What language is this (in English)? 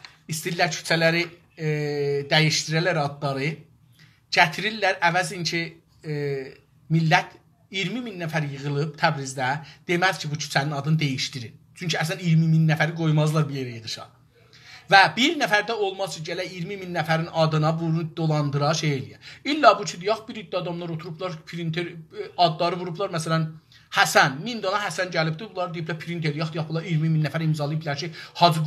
South Azerbaijani